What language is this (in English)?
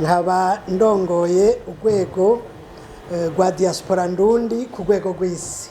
Rundi